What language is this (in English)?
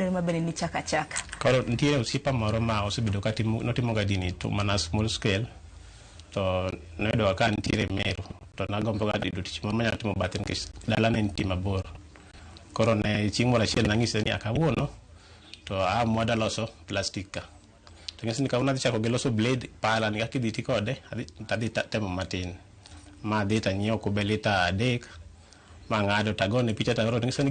Luo (Kenya and Tanzania)